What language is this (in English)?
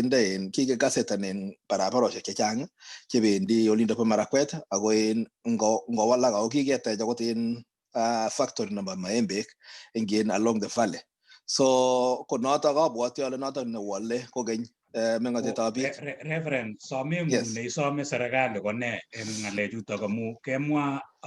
Kalenjin